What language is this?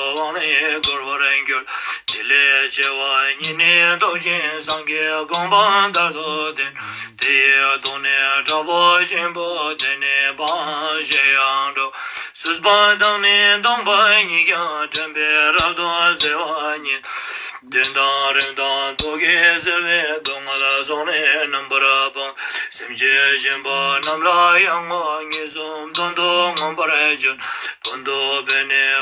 Ladakhi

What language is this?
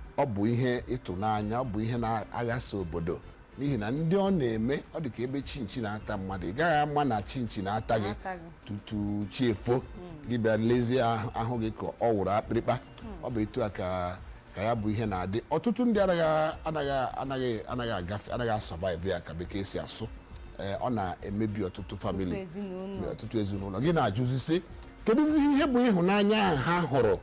Igbo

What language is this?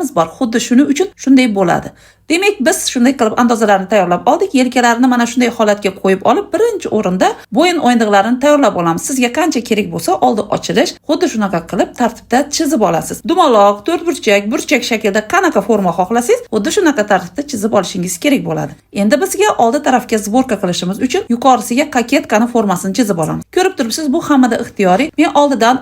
Uzbek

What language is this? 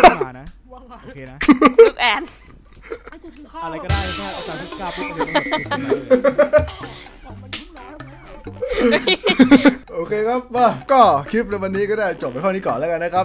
Thai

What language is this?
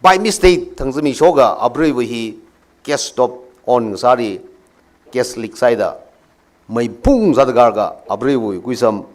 Tangkhul Naga (India)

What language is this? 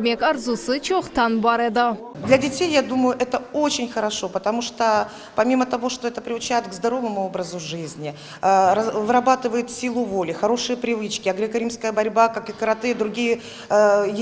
Crimean Tatar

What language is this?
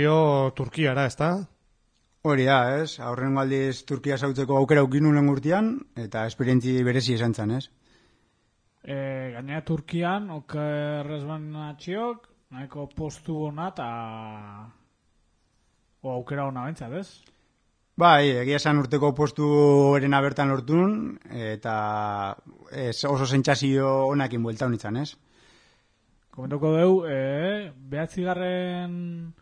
Basque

